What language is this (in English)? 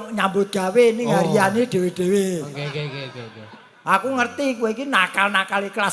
Javanese